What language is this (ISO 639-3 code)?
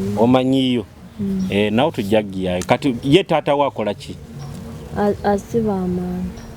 nyo